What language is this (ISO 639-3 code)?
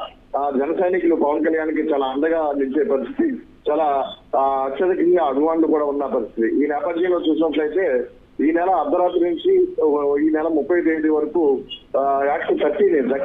tel